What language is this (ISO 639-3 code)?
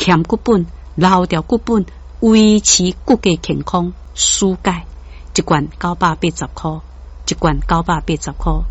nan